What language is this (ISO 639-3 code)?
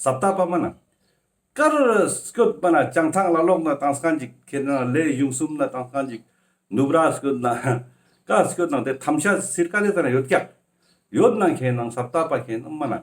lbj